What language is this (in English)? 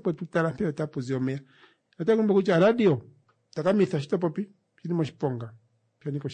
Kuanyama